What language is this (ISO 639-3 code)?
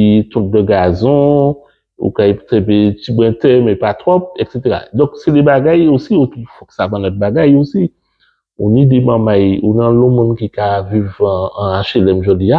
gcf